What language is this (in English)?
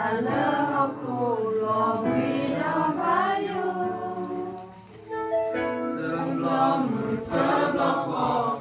S'gaw Karen